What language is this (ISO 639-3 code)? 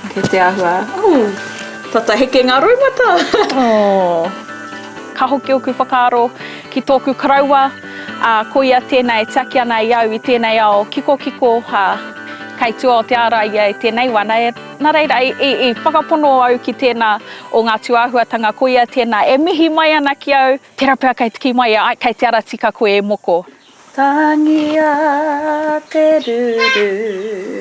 mri